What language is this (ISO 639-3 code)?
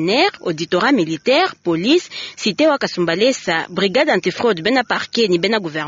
lua